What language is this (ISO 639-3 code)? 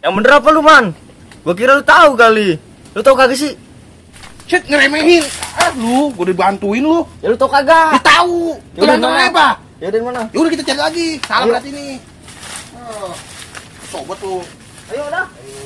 bew